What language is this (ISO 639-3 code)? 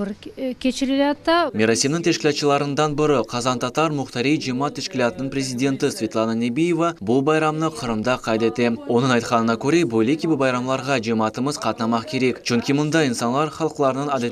crh